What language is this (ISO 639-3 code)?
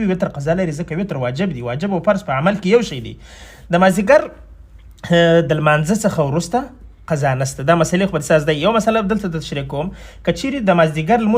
pus